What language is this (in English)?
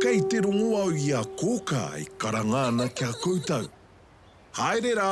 Māori